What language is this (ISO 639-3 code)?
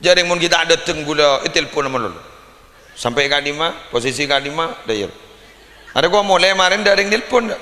mad